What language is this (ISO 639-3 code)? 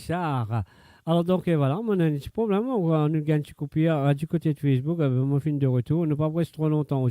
mfe